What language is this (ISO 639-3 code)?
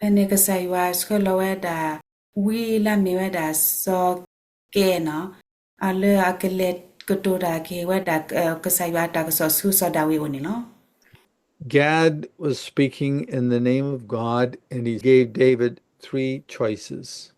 ksw